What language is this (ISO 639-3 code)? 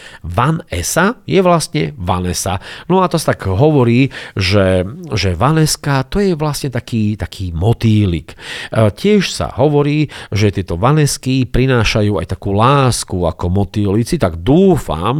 slk